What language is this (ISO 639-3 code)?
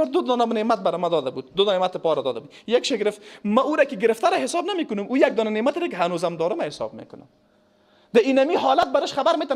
fas